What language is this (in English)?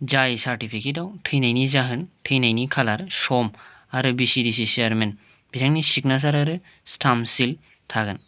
Bodo